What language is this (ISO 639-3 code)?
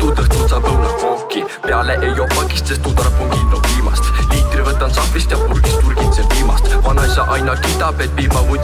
est